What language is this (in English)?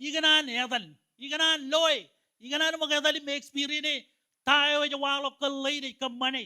Marshallese